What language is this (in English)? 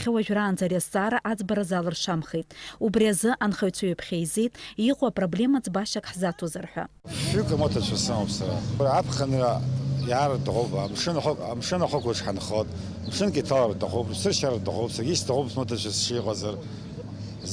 Abkhazian